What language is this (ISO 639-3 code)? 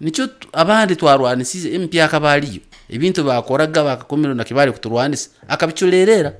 nyn